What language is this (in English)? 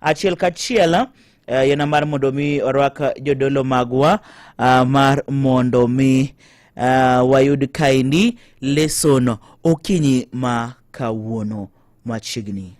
Luo (Kenya and Tanzania)